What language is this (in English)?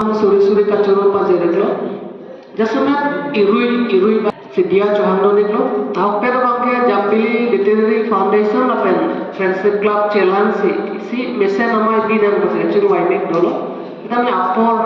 Karbi